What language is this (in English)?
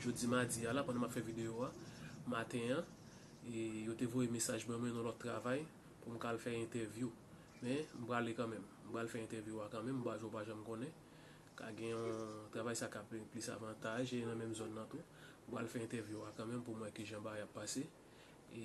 Haitian Creole